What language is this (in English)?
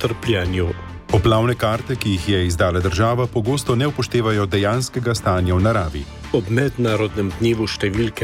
Slovenian